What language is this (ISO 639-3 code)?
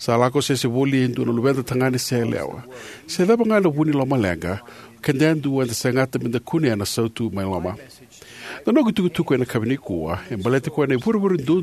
fij